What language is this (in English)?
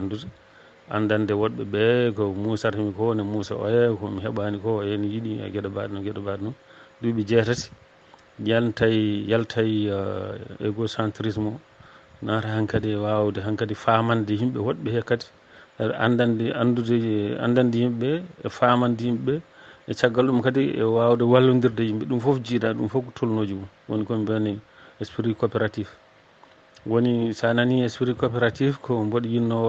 Fula